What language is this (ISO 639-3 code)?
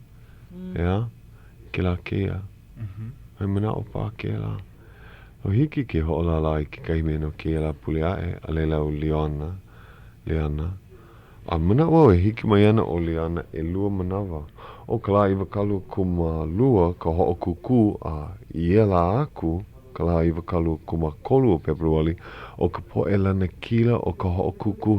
haw